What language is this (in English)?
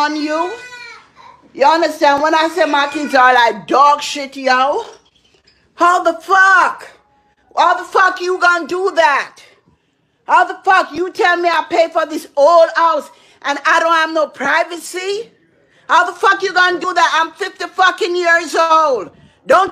Jamaican Creole English